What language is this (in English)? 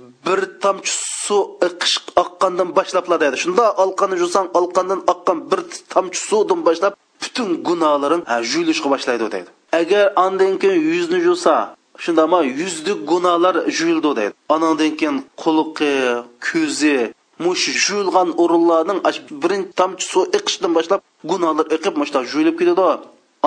Uyghur